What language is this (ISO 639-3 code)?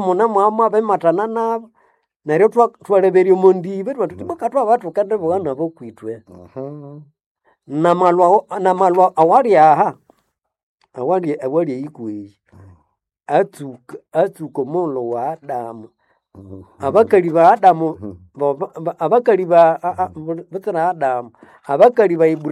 nnb